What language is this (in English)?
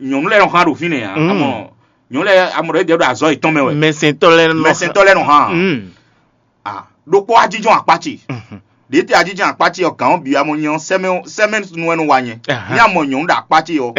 Fon